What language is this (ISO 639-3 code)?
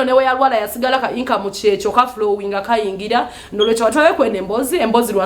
lug